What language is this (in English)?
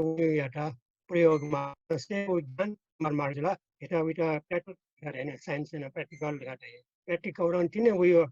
Newari